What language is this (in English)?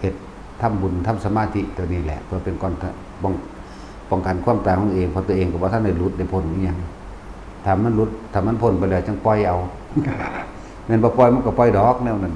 Lao